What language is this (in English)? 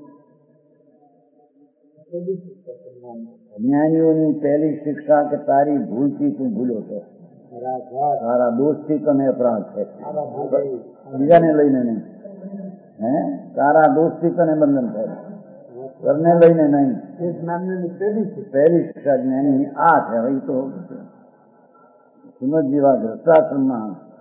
Gujarati